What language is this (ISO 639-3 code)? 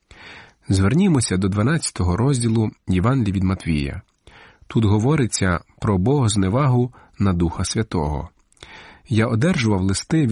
ukr